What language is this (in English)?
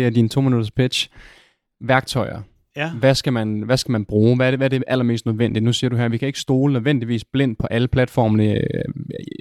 Danish